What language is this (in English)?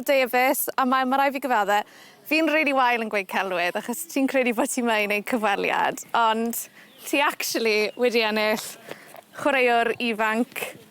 Welsh